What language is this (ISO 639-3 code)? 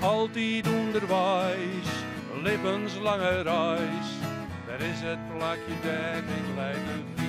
fry